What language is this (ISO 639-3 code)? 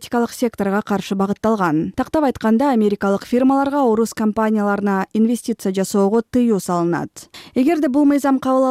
kir